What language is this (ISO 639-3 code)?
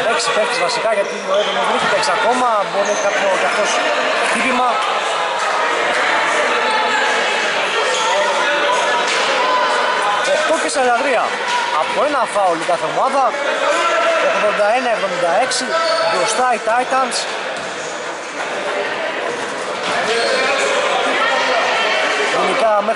ell